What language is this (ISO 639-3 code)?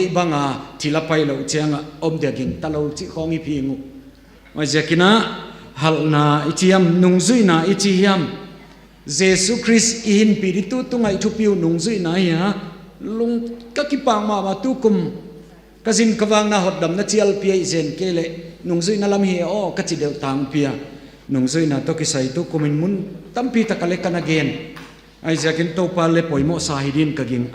ctd